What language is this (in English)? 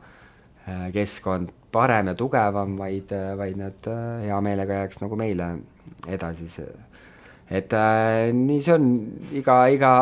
Estonian